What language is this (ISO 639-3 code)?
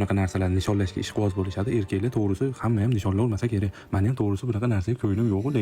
uzb